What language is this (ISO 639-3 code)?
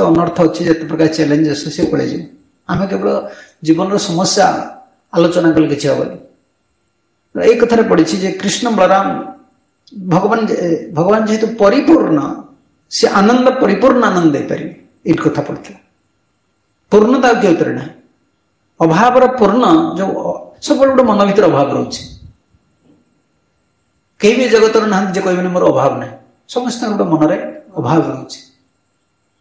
ori